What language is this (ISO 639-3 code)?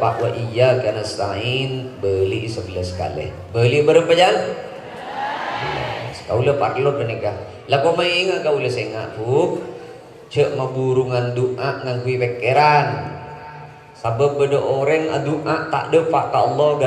mad